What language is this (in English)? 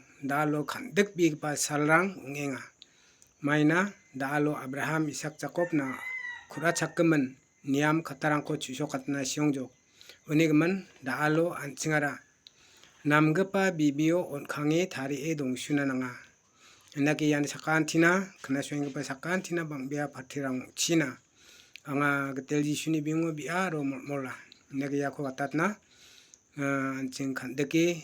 Garo